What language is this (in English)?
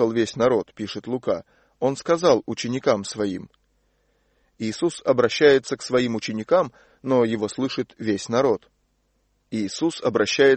Russian